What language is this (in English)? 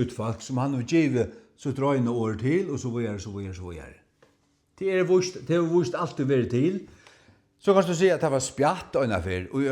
Faroese